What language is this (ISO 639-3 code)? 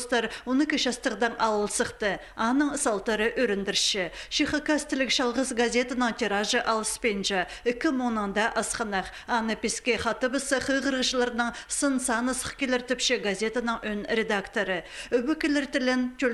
kjh